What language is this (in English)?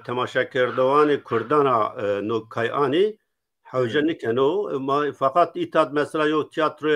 Zaza